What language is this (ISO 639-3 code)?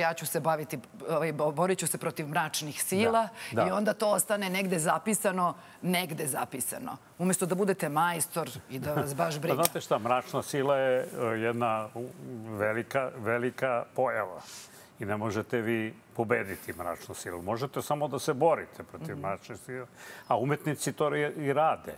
srp